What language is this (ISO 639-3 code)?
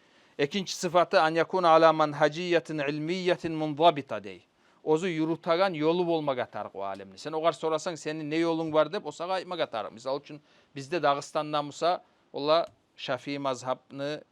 kum